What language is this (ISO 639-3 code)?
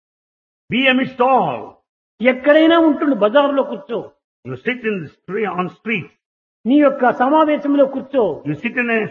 tel